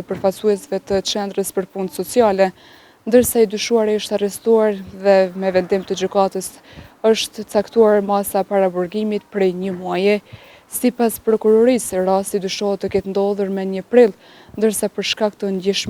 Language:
Albanian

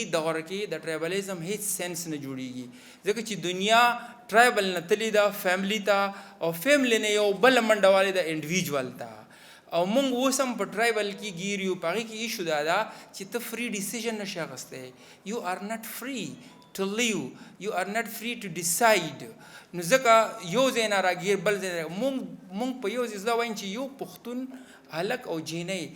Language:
Pashto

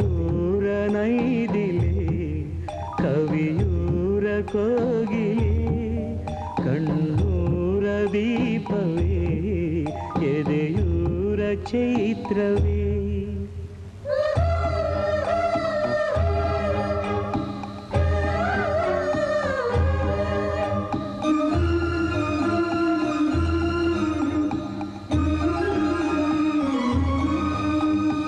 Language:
Kannada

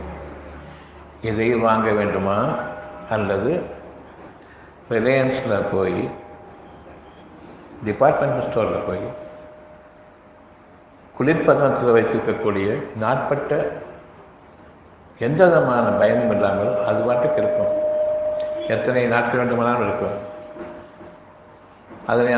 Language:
Tamil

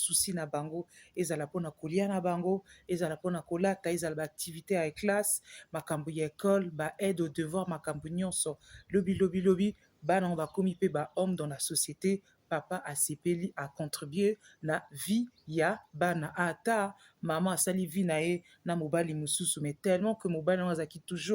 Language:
Lingala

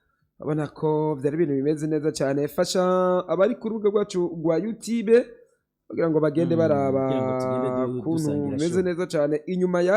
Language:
Rundi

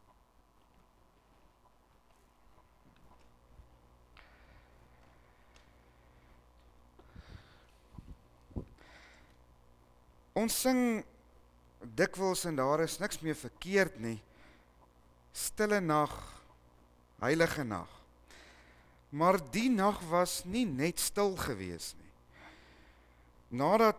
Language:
Afrikaans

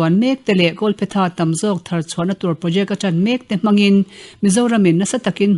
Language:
Mizo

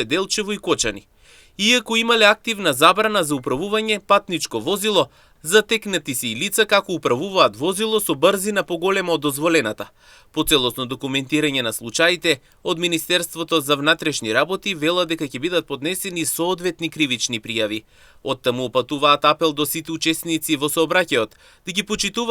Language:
Macedonian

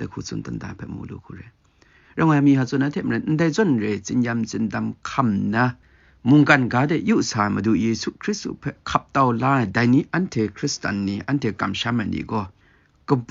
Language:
Kachin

